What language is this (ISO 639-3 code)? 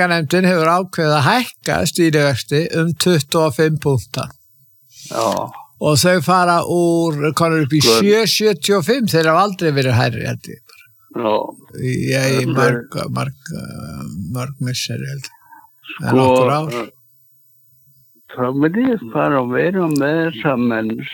isl